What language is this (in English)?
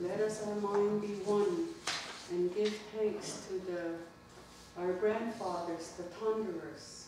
Mohawk